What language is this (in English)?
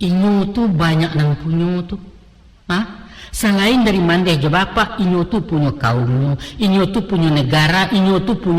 Minangkabau